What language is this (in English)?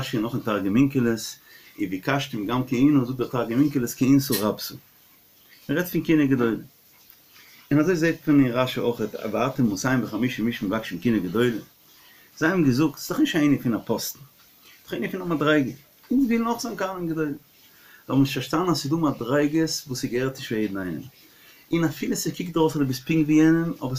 Yiddish